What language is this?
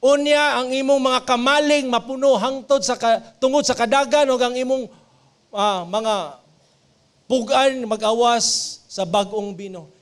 Cebuano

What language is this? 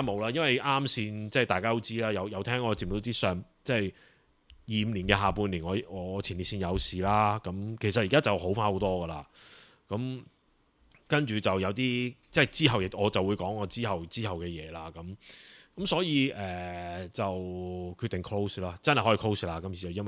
Cantonese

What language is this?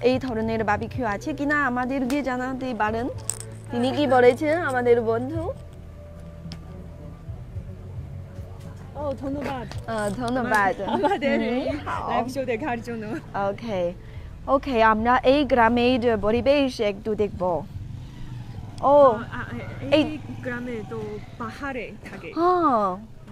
Bangla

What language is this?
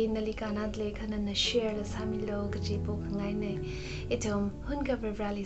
Tangkhul Naga (India)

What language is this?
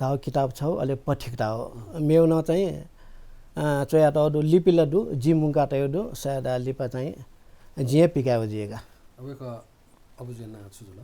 Newari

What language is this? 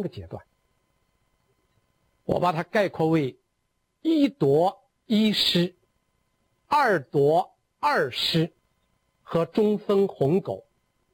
Chinese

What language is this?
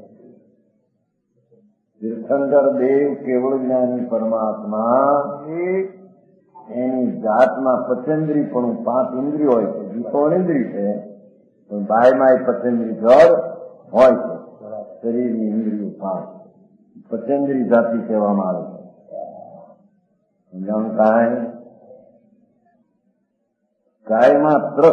Gujarati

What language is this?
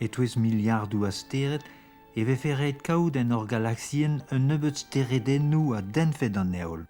Breton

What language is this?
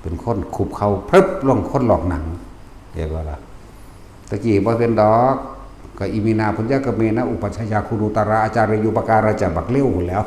Northeastern Thai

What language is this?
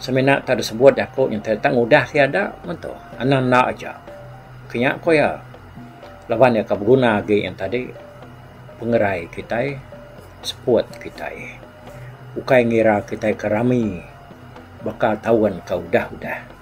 Iban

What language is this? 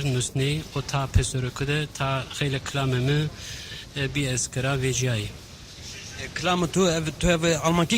Zaza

